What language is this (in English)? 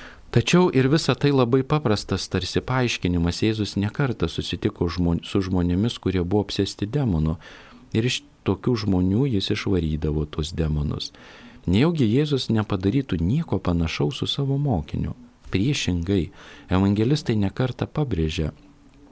Lithuanian